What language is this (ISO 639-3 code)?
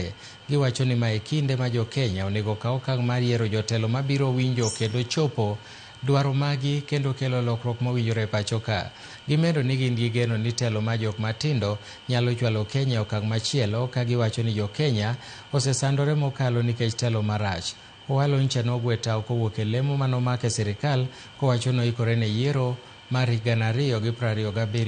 luo